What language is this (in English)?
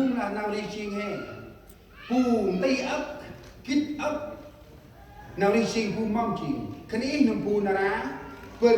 Central Mnong